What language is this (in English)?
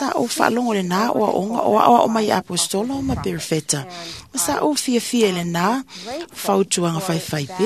Samoan